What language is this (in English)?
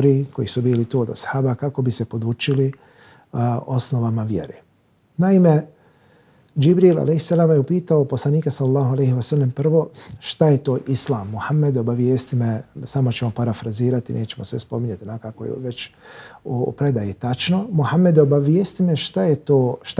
Bosnian